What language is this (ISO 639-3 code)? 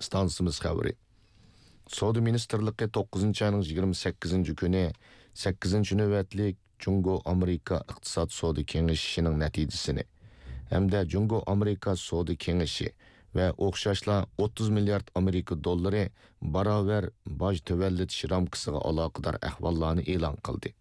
uig